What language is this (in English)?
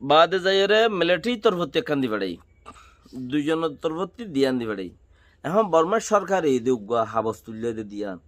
Rohingya